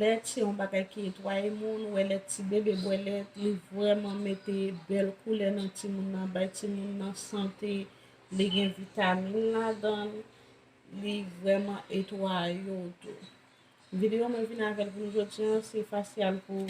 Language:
Haitian Creole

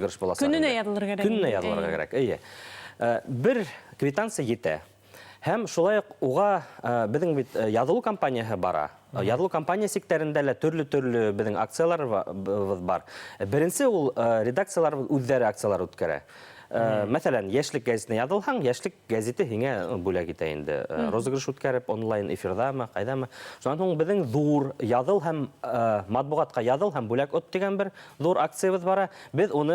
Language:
Bashkir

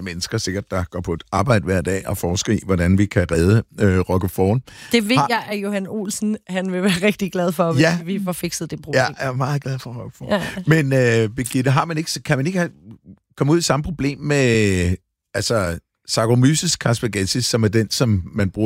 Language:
Danish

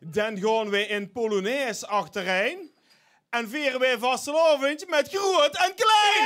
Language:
Limburgish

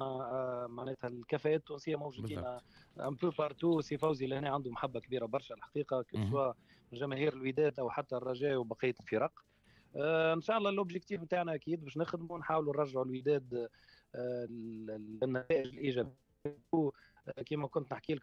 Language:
Tunisian Arabic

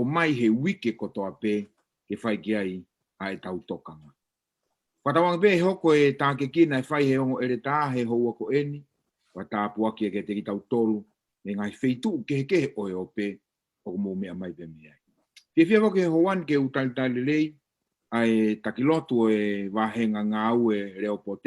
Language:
Tongan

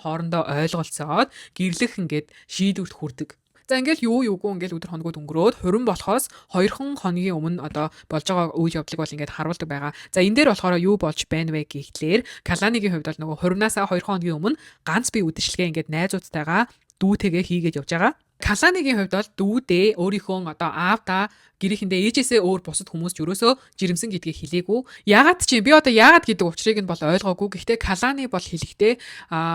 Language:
Mongolian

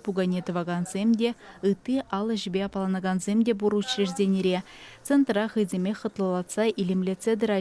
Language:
Chuvash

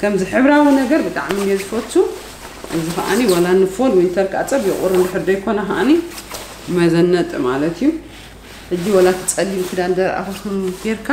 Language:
Tigrinya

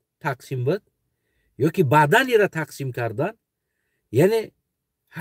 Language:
Tajik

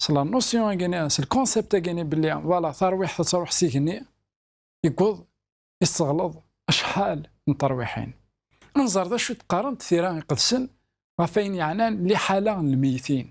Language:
Kabyle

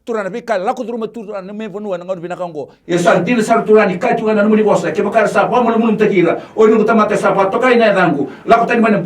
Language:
Fijian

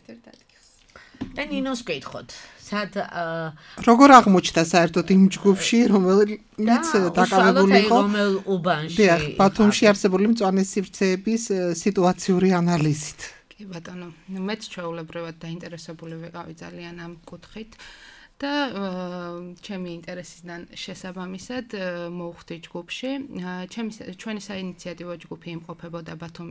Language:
Georgian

